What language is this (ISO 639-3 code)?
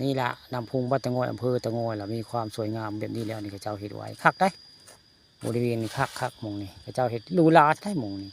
tts